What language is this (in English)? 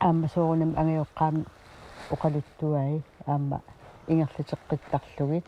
Kalaallisut